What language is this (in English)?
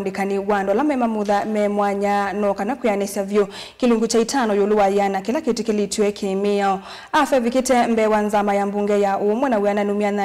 Kamba